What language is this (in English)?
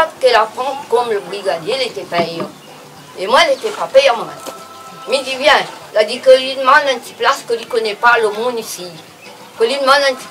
Réunion Creole French